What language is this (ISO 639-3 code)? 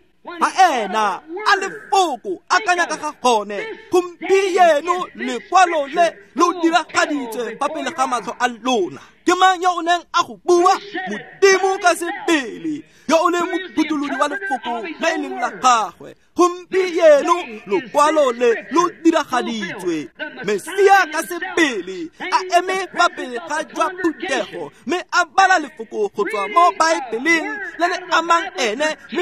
tsn